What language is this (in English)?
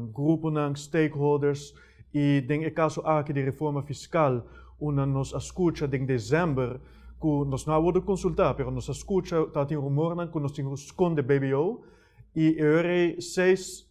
Papiamento